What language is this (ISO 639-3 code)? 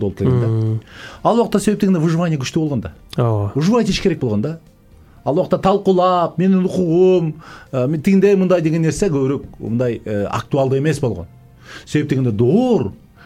kir